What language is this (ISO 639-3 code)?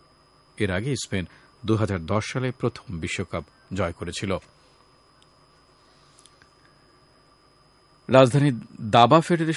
ben